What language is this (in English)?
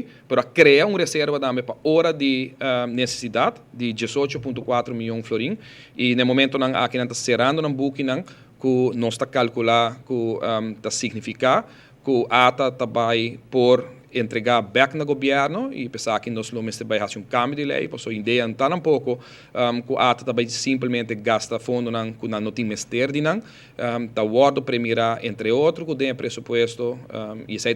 Papiamento